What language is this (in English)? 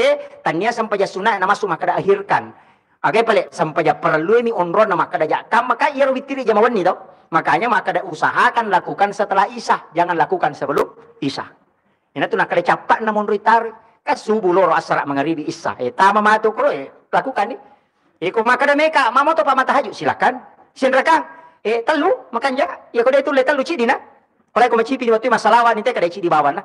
Buginese